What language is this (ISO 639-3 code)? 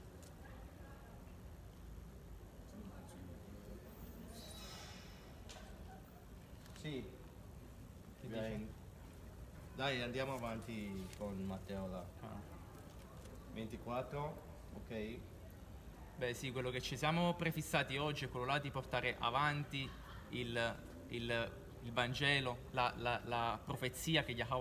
ita